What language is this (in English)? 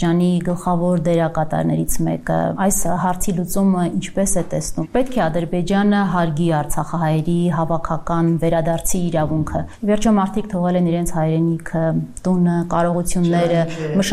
Armenian